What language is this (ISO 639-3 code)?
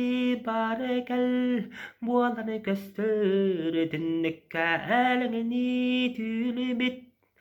sah